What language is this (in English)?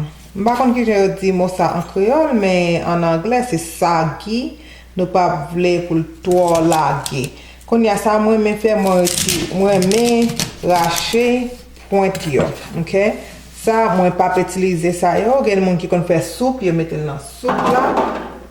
Haitian Creole